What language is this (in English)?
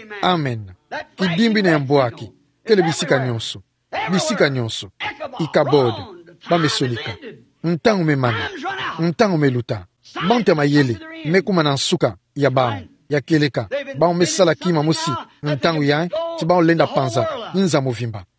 Kituba (Democratic Republic of Congo)